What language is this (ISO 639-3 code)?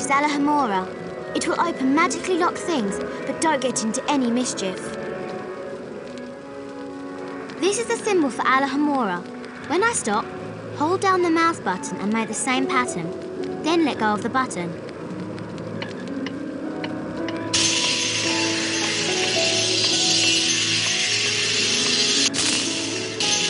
eng